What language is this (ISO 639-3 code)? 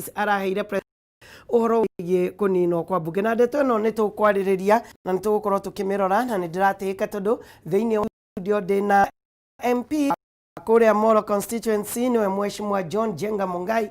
kik